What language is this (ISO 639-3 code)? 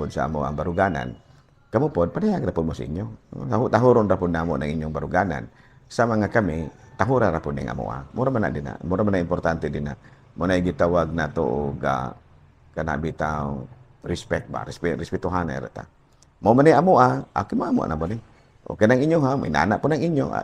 ceb